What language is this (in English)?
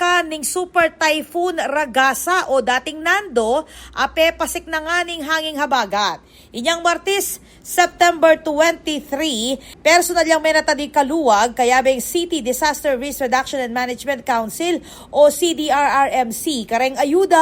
Pampanga